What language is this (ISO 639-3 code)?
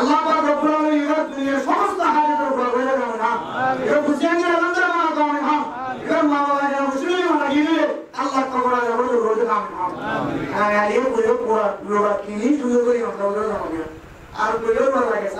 rhg